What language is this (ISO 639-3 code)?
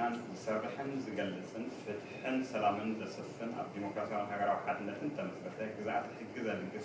tir